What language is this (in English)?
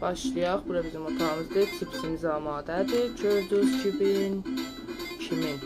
South Azerbaijani